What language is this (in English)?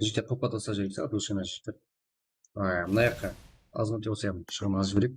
Kara-Kalpak